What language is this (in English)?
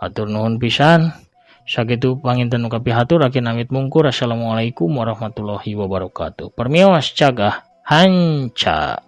Sundanese